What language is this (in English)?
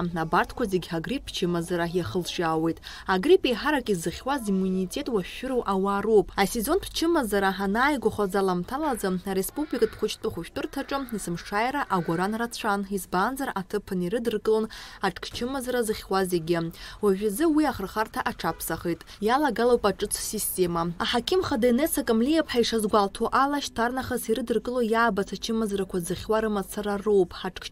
Abkhazian